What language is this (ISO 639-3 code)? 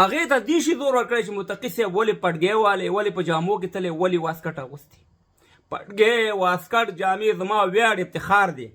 pus